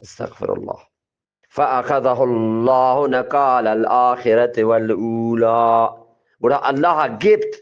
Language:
Eastern Balochi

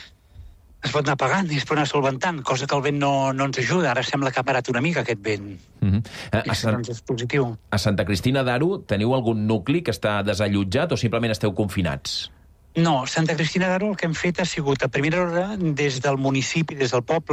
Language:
Catalan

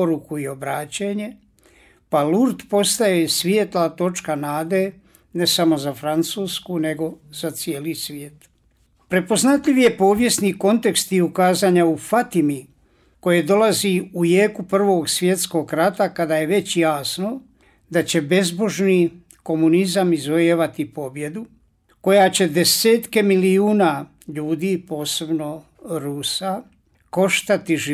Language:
Croatian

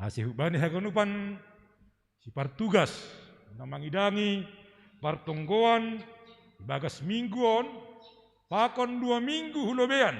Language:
Batak Simalungun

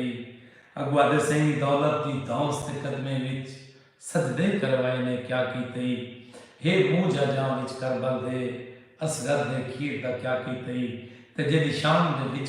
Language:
Saraiki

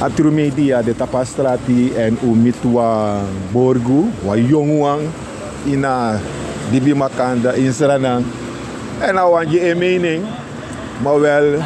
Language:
Sranan Tongo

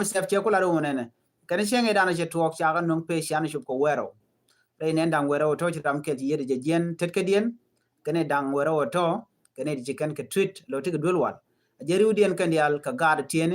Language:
Nuer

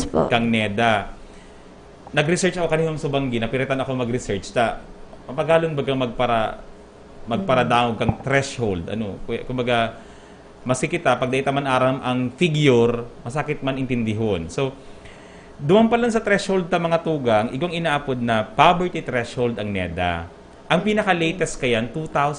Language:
Bikol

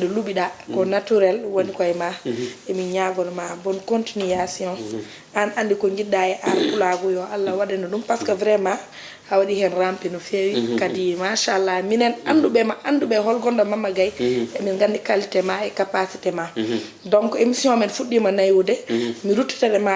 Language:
Fula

